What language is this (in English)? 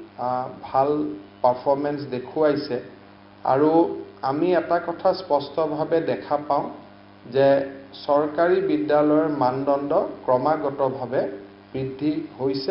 Assamese